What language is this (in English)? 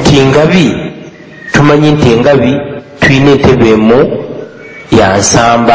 Ganda